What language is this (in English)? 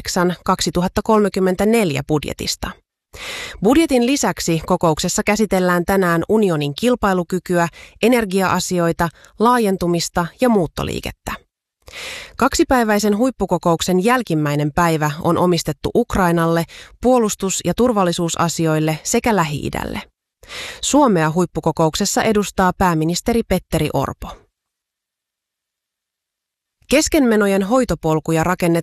Finnish